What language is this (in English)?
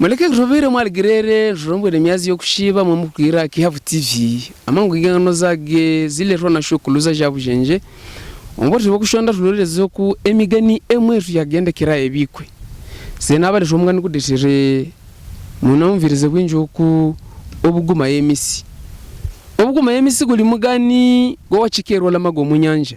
Havu